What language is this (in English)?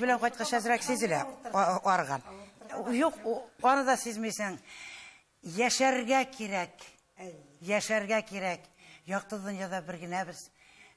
Tatar